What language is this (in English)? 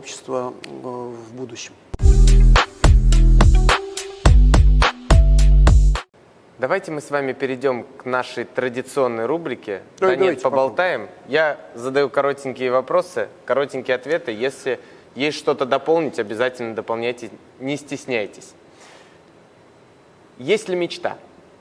Russian